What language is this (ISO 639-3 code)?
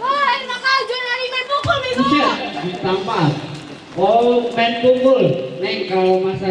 bew